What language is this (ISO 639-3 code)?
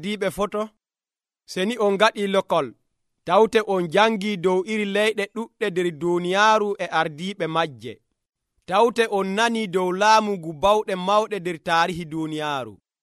fuv